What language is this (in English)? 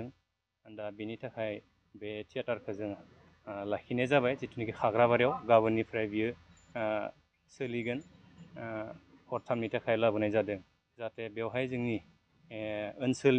Bodo